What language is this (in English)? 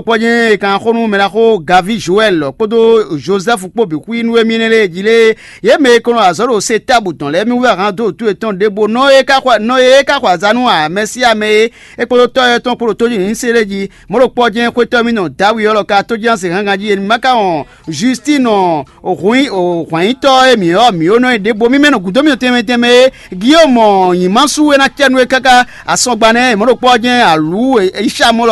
Fon